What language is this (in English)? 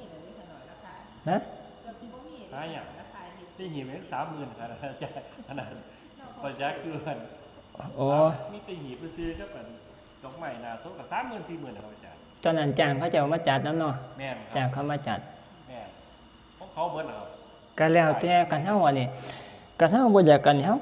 Northeastern Thai